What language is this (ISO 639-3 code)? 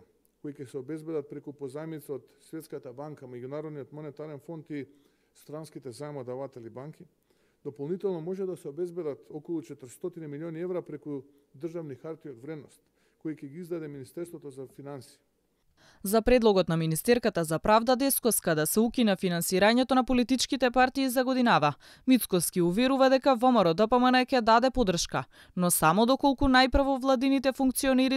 mkd